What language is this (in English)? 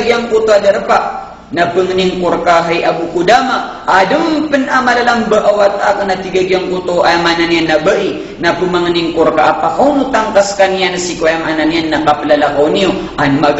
Maranao